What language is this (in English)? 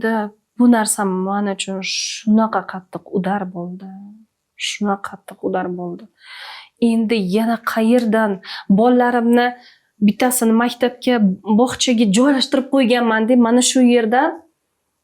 Uzbek